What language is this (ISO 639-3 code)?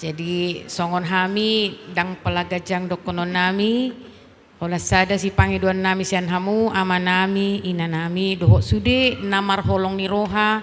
bbc